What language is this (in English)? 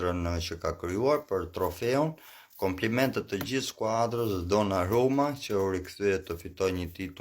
Albanian